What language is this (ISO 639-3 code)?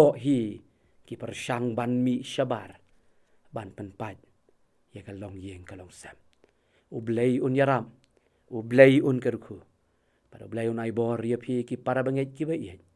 kha